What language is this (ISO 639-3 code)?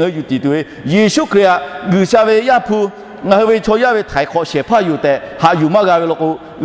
lhu